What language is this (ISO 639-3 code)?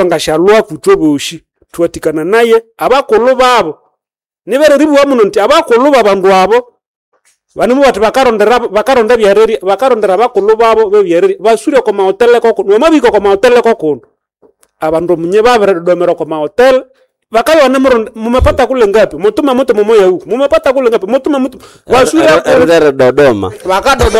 nnb